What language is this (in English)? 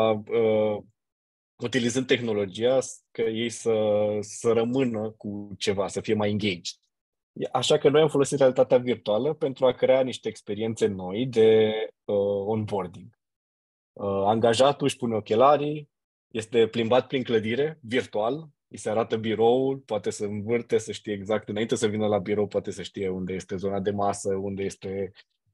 Romanian